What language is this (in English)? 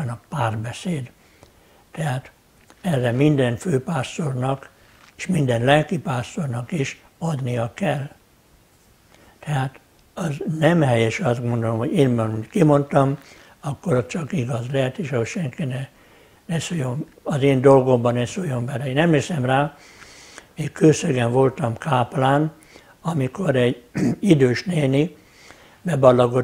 Hungarian